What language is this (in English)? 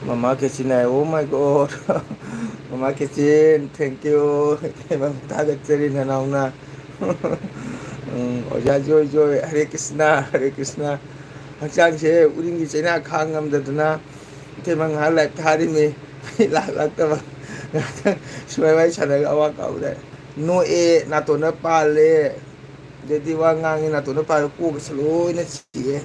Manipuri